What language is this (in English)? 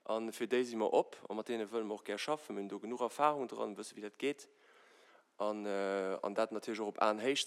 Luxembourgish